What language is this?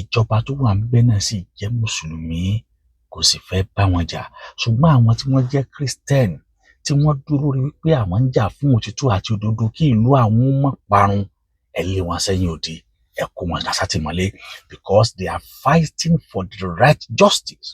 Yoruba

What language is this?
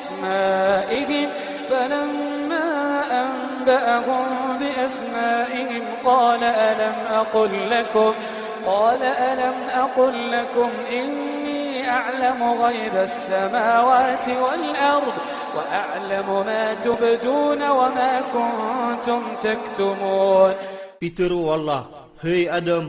Iranun (Philippines)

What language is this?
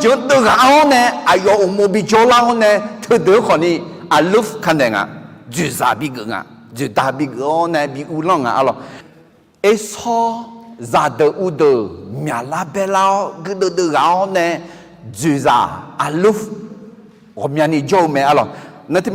Akha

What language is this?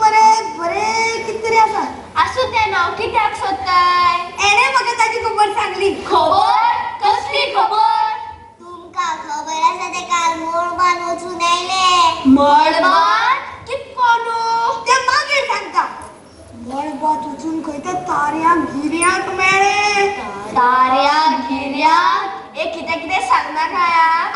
Konkani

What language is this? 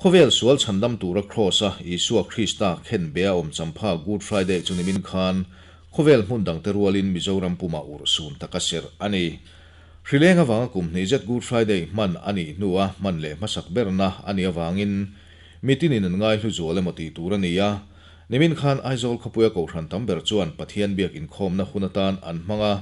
Mizo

